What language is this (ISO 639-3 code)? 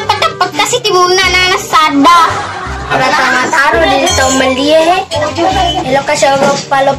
bug